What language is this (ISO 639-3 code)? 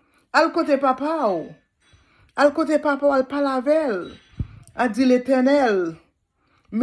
hat